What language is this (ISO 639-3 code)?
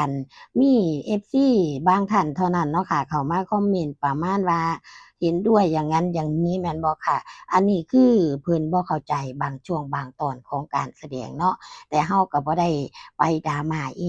tts